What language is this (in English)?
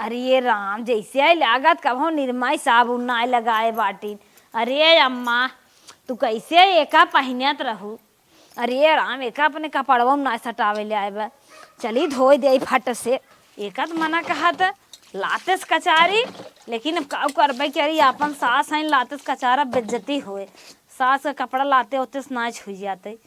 Awadhi